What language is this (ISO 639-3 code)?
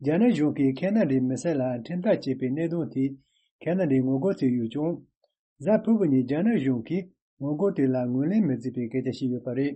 bod